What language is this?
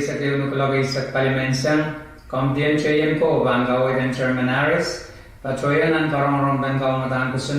Pohnpeian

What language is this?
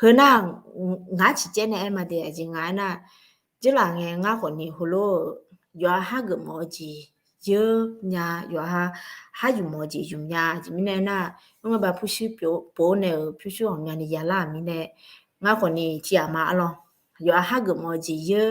Akha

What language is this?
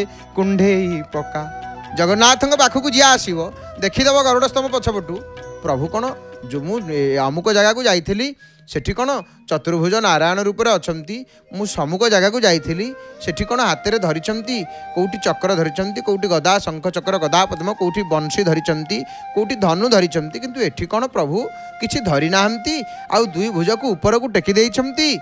Odia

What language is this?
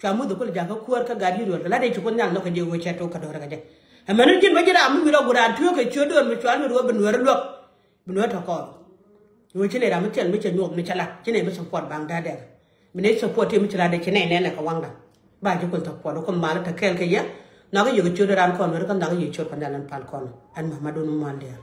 Nuer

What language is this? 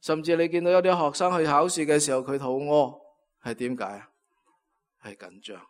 Cantonese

